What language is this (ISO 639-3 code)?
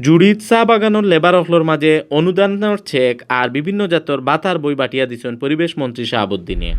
syl